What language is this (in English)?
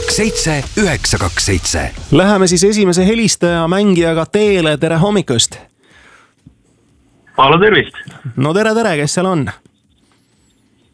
Estonian